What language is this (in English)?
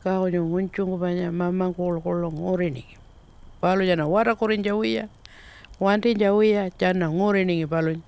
Pitjantjatjara